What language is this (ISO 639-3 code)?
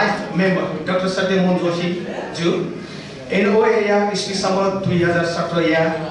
new